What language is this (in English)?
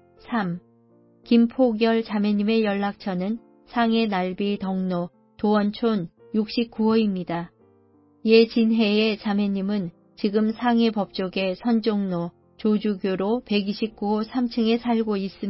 Korean